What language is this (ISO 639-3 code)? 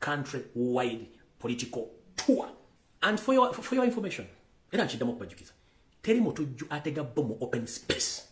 lug